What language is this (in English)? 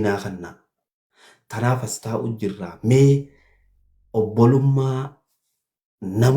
Oromo